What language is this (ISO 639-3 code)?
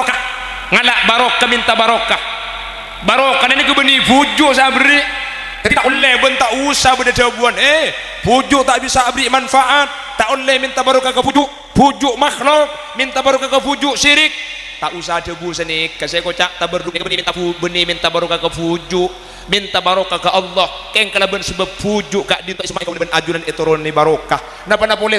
mad